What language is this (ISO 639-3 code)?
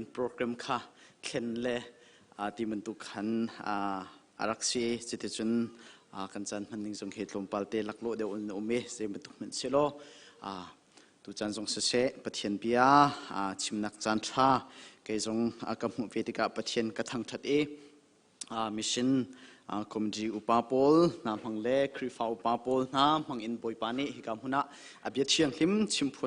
cnh